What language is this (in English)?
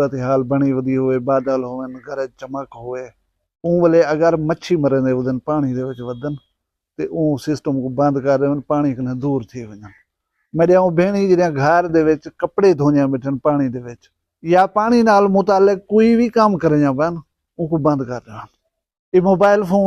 Saraiki